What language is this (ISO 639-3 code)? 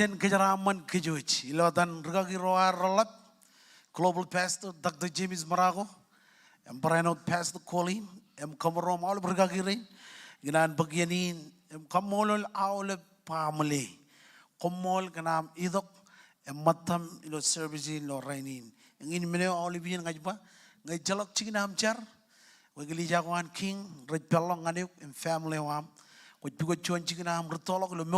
mah